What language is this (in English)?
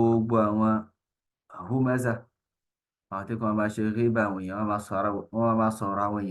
Yoruba